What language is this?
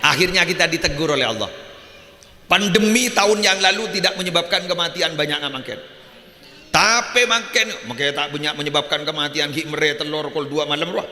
Madurese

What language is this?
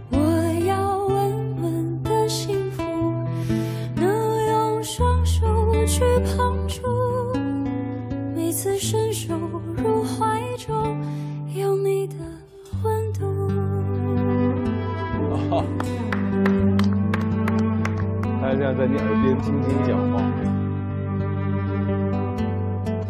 Chinese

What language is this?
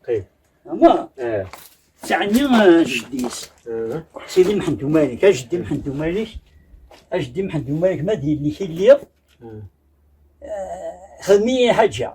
Kabyle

